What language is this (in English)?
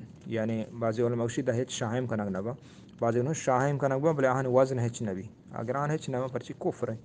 Eastern Balochi